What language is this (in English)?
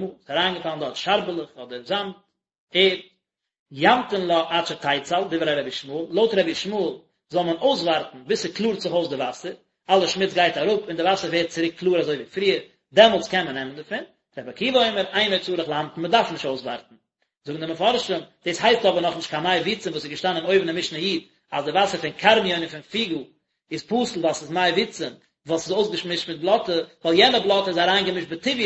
Yiddish